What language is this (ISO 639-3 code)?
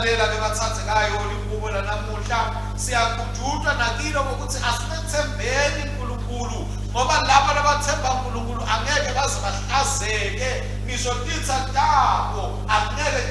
ssw